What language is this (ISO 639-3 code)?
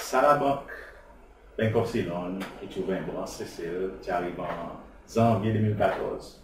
crs